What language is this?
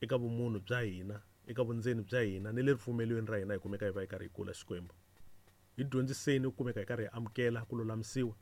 Tsonga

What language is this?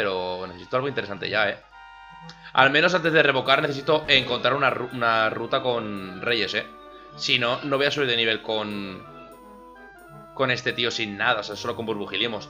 Spanish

